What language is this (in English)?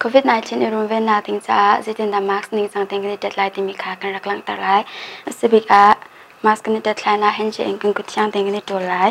Hakha Chin